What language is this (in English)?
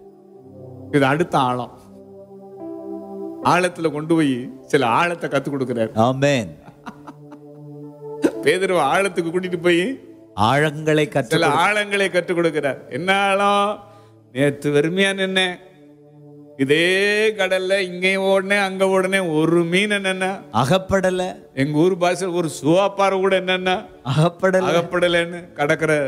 Tamil